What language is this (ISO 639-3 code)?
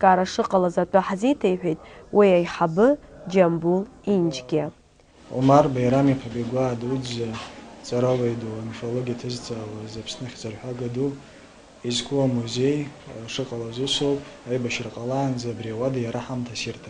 abk